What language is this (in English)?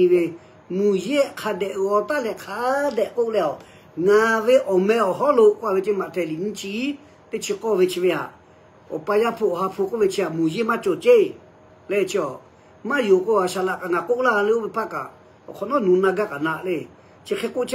Lahu